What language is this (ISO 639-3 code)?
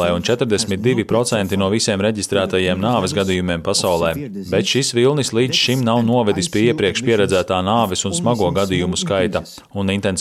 lav